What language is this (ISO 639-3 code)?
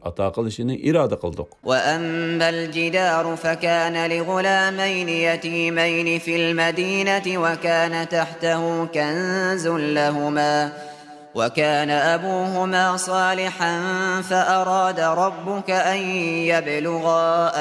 uig